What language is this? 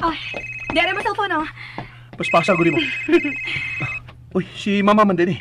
Cebuano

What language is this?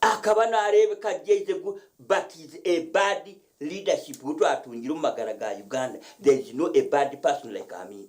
Nyankole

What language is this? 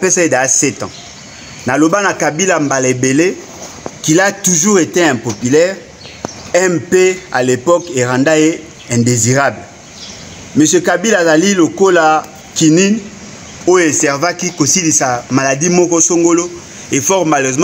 Lingala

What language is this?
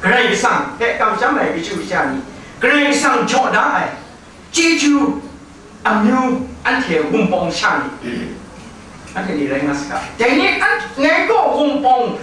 Kachin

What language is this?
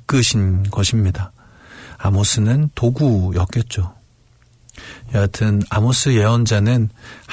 Korean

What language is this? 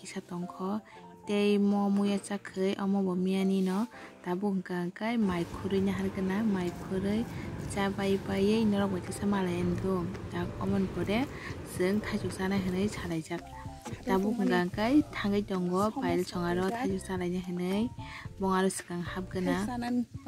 Kok Borok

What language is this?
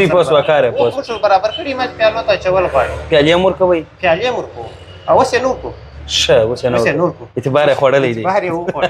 Pashto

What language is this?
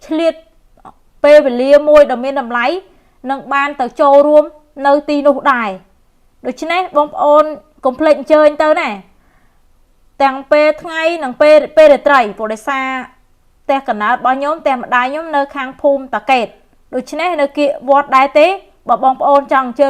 Khmer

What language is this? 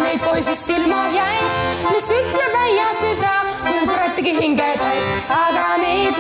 Estonian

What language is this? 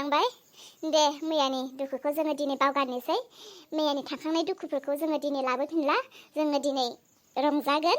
Bodo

